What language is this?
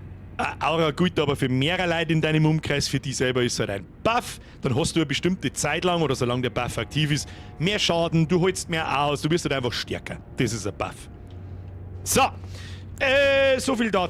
Bavarian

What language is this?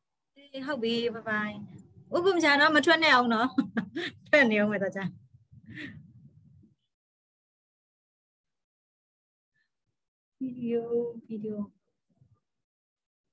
Burmese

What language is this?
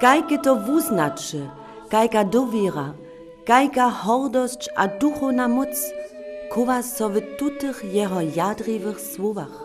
Upper Sorbian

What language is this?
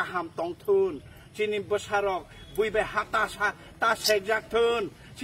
Kok Borok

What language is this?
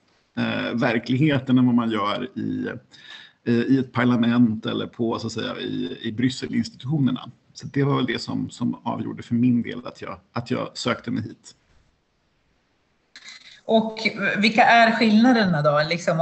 Swedish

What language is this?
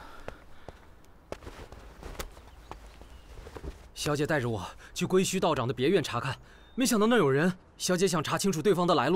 Chinese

